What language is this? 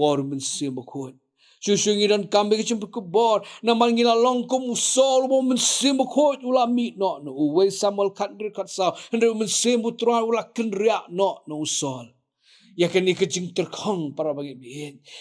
Khasi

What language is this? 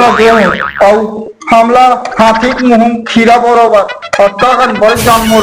Chhattisgarhi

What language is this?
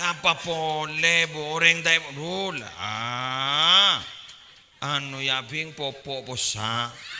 Madurese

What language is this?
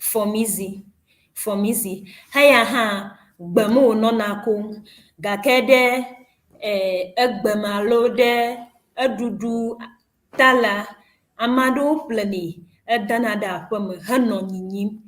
Ewe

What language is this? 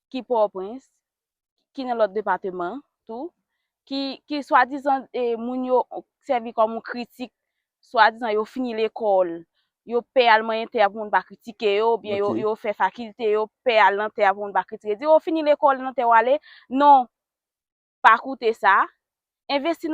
Haitian Creole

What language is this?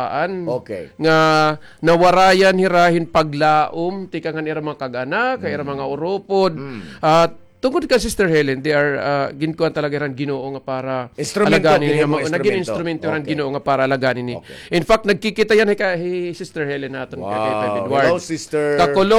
Waray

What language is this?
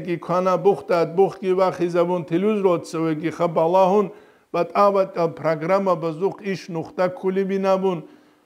Avaric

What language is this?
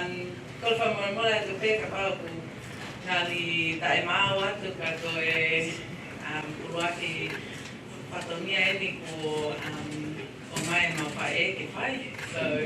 Tongan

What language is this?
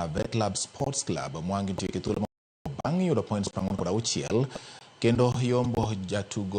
Luo (Kenya and Tanzania)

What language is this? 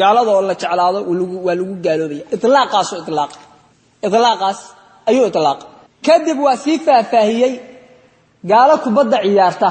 Somali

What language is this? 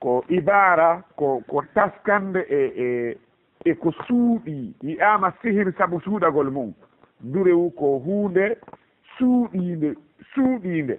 Fula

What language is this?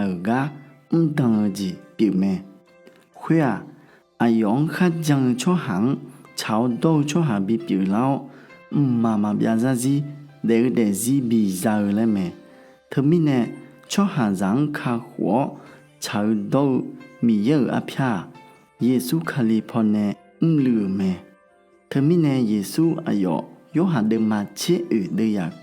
Akha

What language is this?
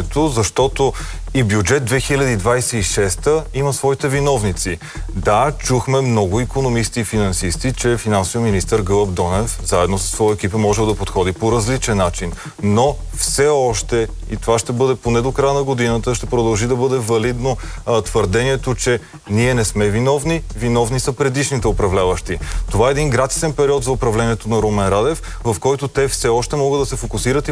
Bulgarian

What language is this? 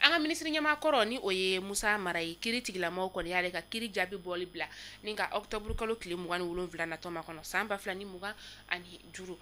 Bambara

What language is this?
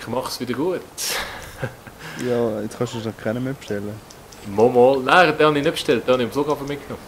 Swiss German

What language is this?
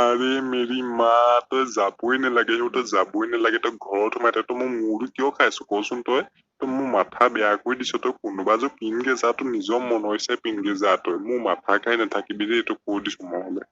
Assamese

